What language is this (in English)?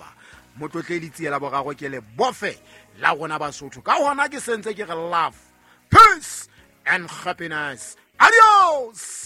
Southern Sotho